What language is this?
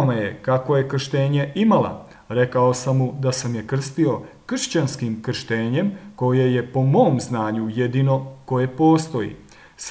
Croatian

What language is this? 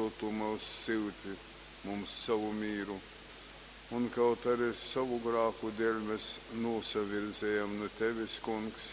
Latgalian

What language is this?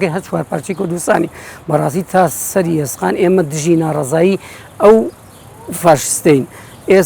Central Kurdish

